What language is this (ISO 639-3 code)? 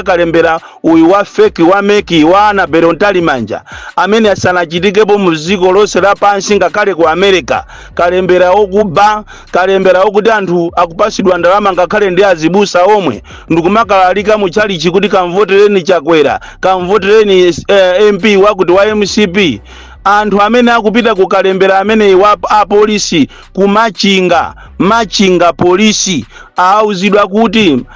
nya